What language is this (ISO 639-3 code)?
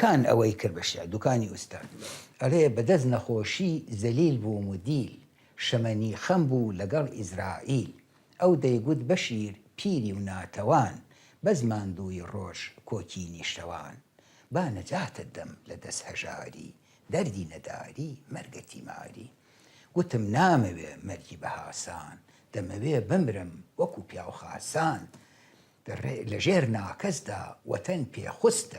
ckb